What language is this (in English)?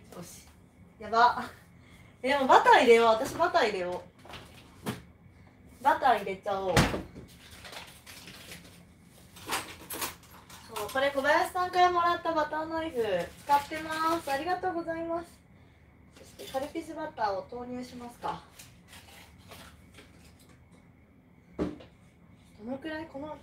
Japanese